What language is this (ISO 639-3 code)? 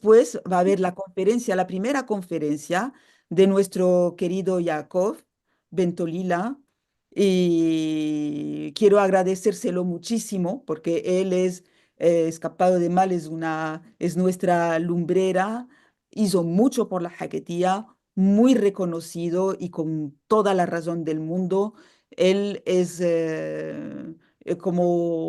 lad